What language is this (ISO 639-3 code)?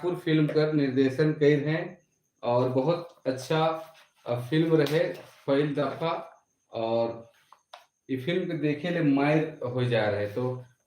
sck